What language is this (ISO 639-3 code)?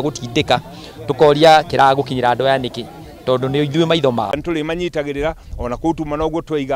kik